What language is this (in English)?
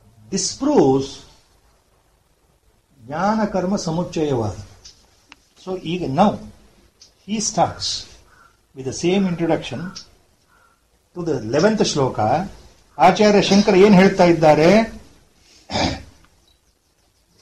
Kannada